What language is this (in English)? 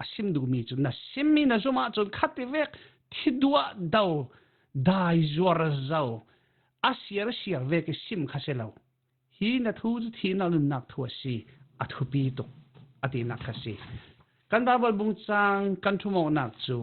Falam Chin